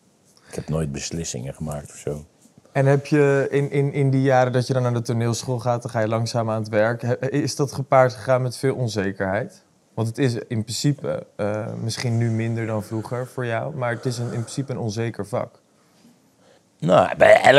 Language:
Dutch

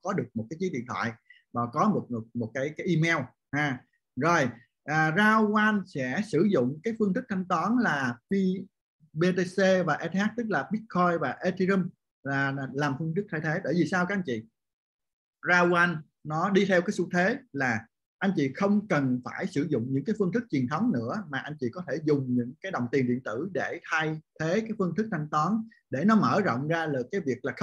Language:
Vietnamese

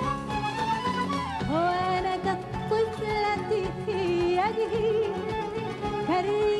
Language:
Arabic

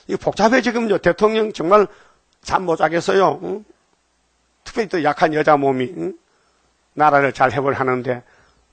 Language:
Korean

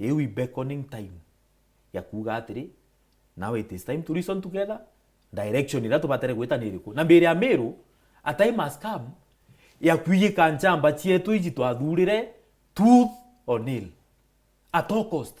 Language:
Meru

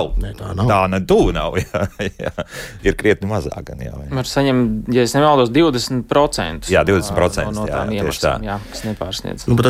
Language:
Latvian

